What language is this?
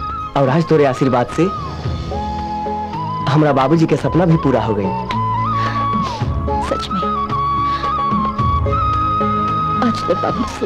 Bhojpuri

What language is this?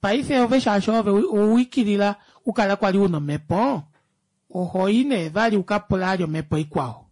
Kuanyama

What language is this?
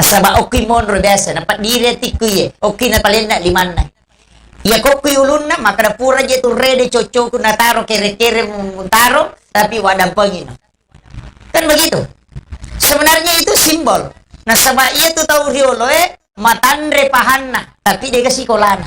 Buginese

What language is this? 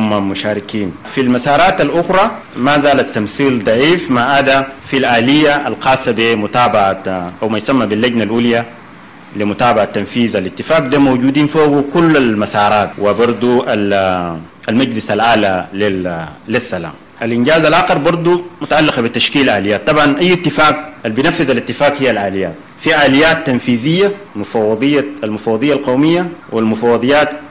Sudanese Arabic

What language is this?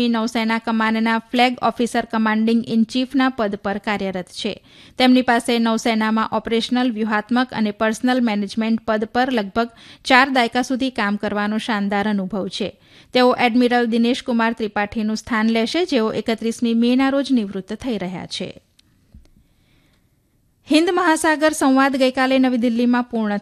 Gujarati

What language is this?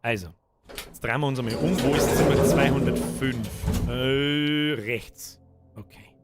Bavarian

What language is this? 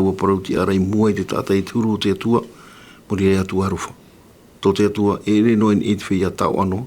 Tahitian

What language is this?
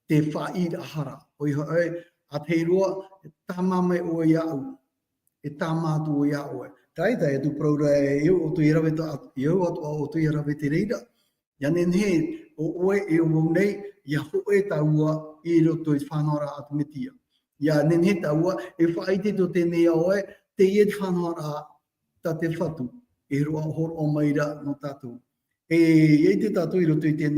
Tahitian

